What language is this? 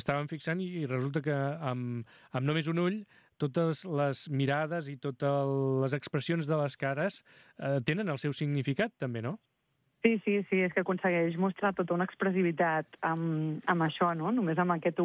Catalan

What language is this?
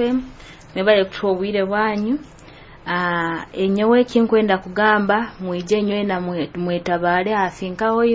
Nyoro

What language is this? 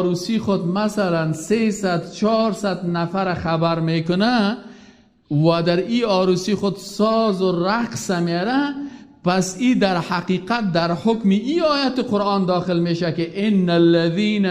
Persian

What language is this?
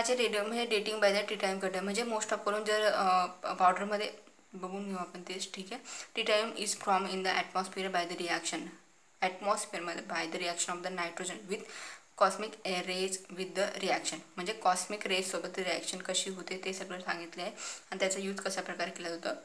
Marathi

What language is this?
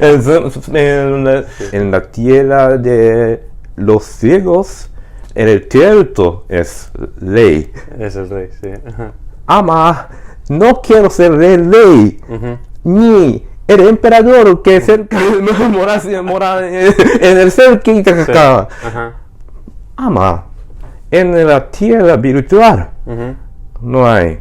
Ladino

